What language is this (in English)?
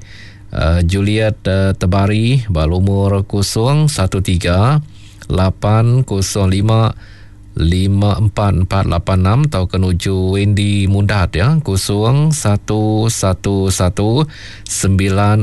Iban